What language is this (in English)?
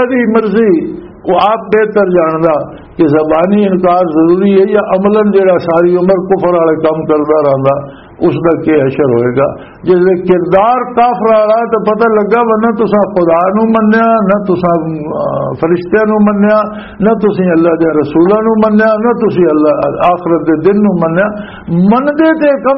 Western Panjabi